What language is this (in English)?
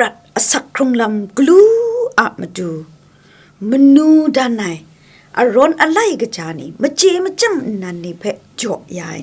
Kachin